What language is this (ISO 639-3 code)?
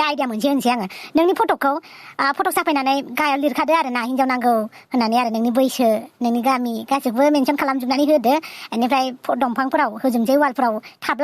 brx